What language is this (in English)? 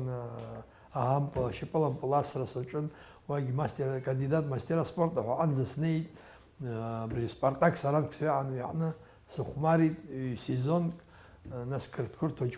Abkhazian